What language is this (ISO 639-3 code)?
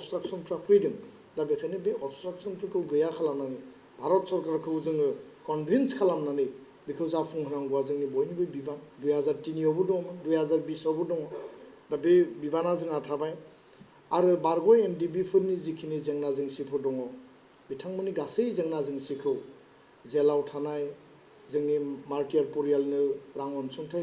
brx